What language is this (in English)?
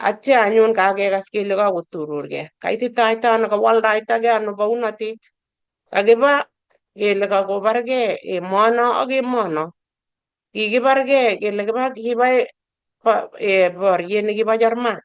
Kalenjin